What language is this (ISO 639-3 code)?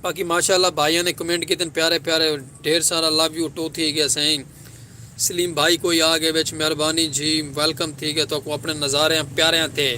skr